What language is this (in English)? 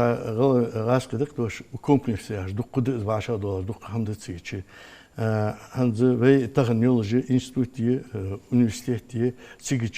Ingush